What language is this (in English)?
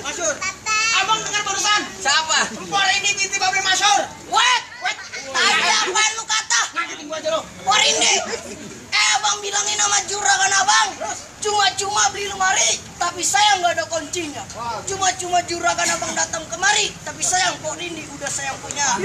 Betawi